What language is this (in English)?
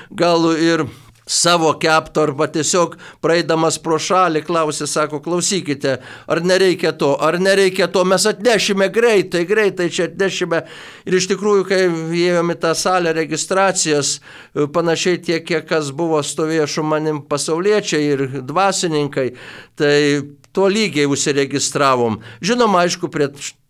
Lithuanian